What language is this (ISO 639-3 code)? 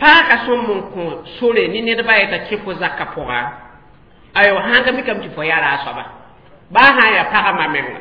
mos